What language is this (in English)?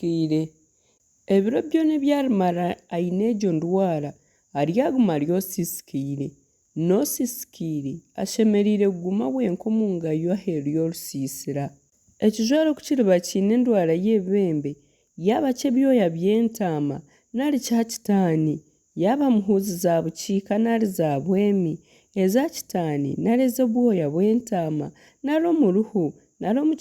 Nyankole